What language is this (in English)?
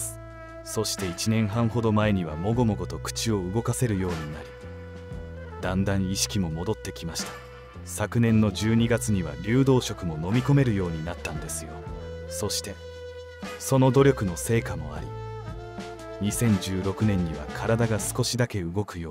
Japanese